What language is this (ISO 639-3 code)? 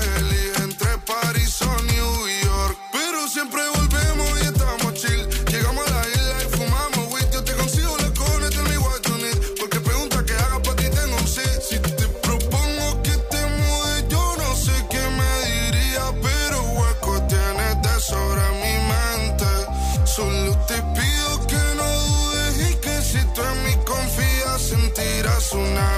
spa